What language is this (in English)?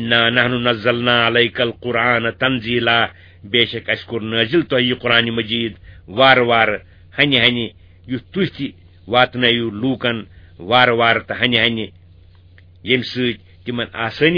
Kashmiri